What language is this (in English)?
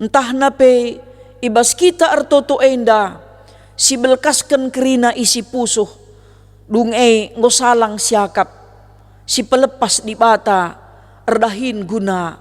Batak Karo